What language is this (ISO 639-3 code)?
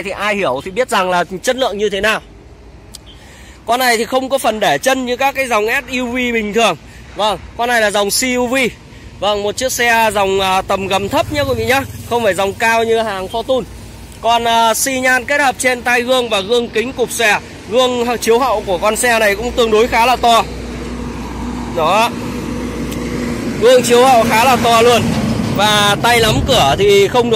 vie